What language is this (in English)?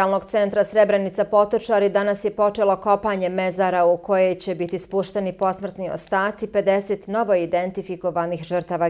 Bosnian